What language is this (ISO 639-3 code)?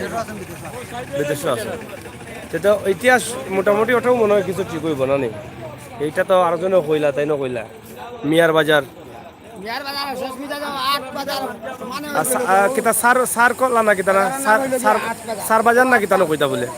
syl